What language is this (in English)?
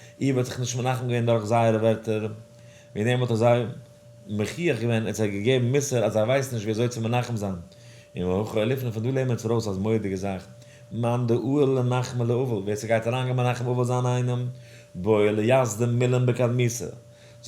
Yiddish